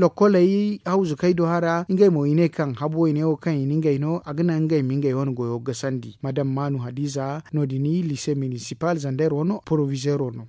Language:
Zarma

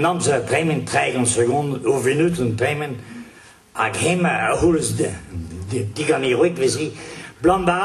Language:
Breton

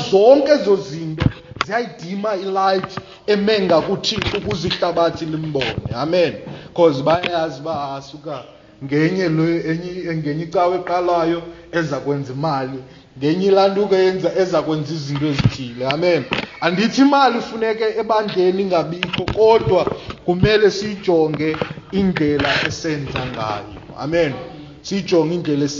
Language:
Xhosa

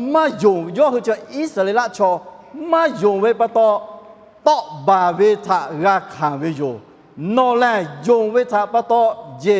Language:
Lahu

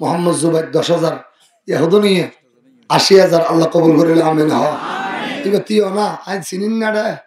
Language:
Rohingya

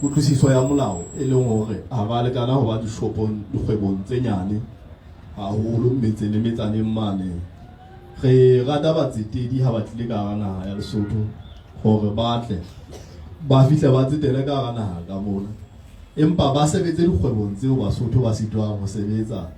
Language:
Southern Sotho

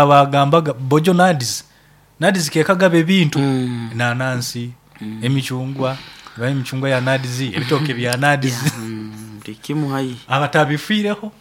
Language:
Nyoro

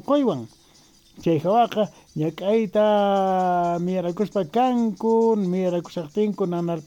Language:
Quechua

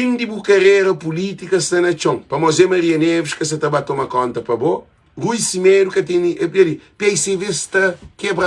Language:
Kabuverdianu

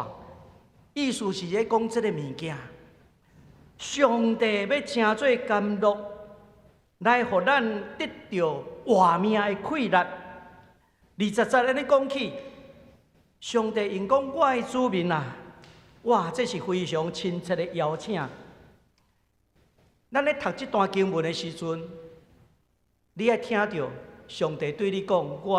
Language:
Min Nan Chinese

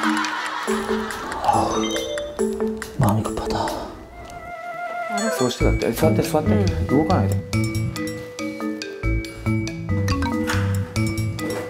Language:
Korean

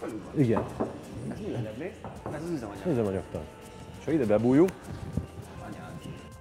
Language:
Hungarian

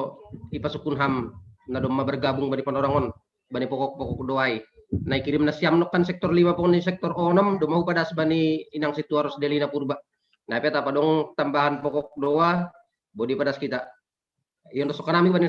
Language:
Batak Simalungun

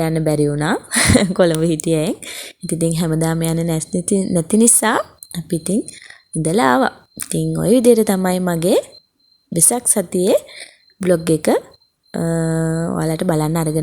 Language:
Sinhala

